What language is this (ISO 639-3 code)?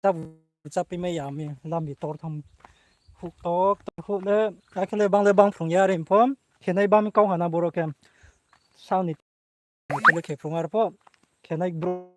ria